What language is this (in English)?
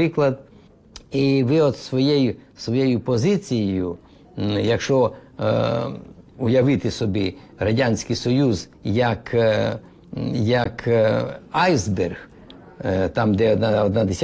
Ukrainian